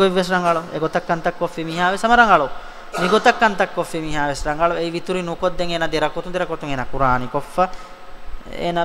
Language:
Divehi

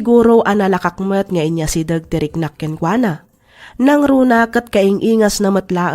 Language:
Iloko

